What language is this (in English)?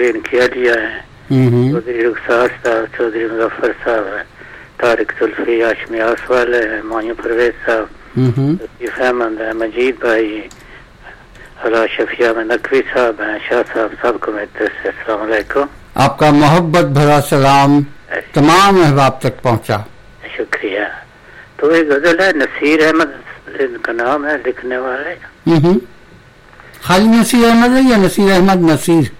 Urdu